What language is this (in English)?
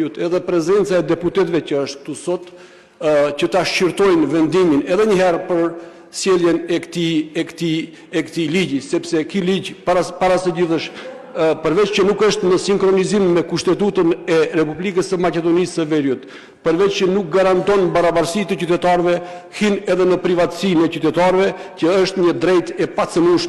Albanian